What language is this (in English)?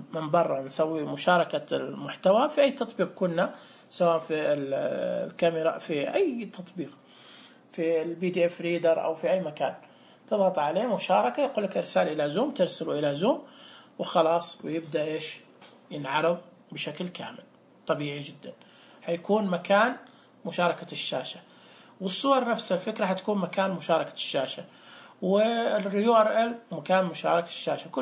Najdi Arabic